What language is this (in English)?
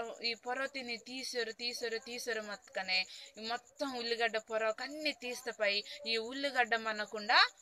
Koya